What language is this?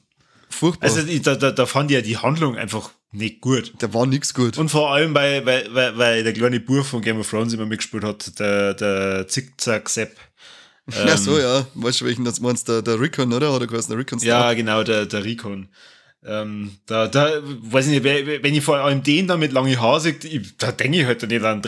Bavarian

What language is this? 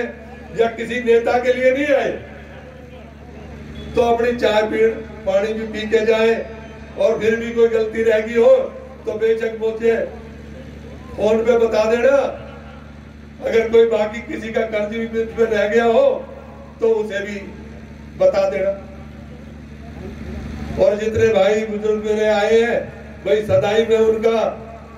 Hindi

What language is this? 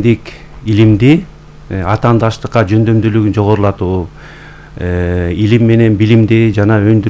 Kyrgyz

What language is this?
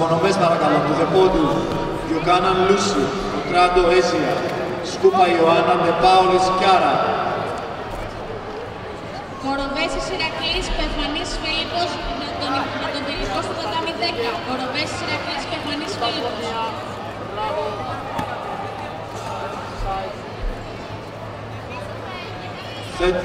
Greek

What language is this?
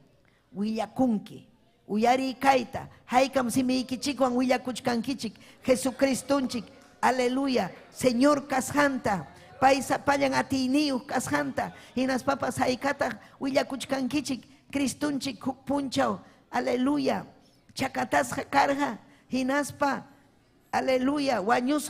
Ayacucho Quechua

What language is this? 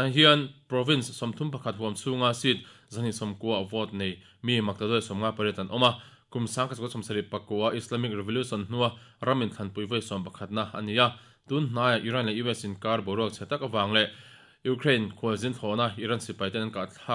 Mizo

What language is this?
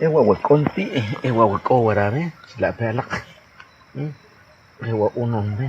Achi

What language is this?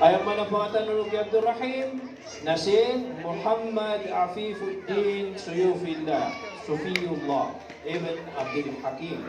Maranao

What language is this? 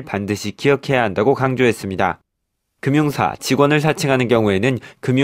Korean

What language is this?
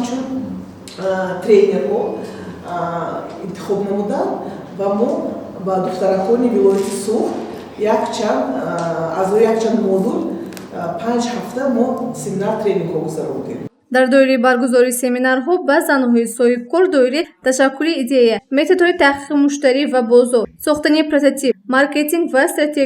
Tajik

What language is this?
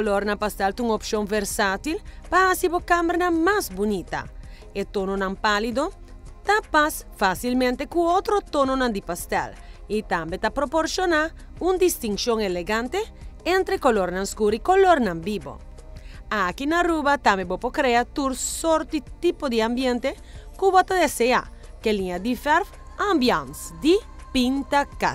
Papiamento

